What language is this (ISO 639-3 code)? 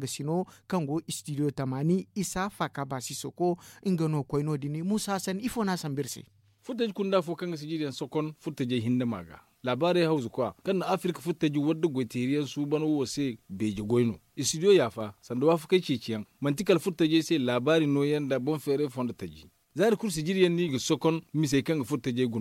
dje